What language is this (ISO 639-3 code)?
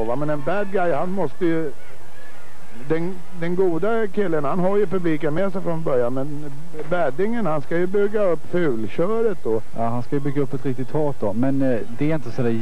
swe